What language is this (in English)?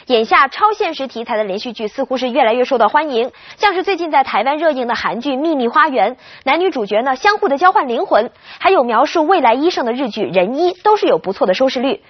Chinese